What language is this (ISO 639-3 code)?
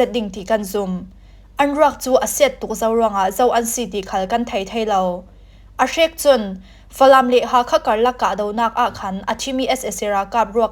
cfm